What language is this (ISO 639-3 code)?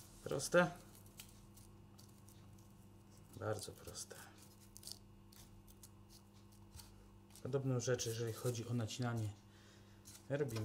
pol